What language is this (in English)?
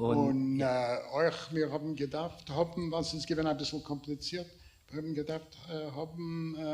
Yiddish